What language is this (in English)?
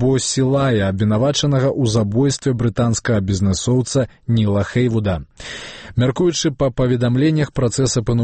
Belarusian